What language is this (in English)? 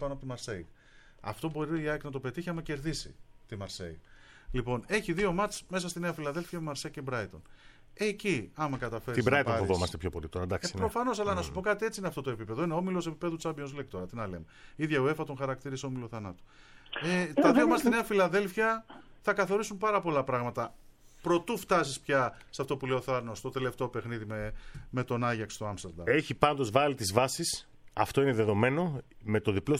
Greek